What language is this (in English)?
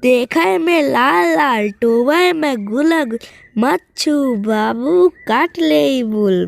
Bhojpuri